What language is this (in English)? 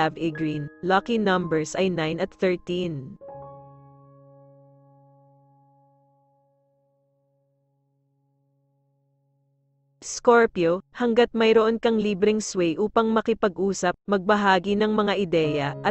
Filipino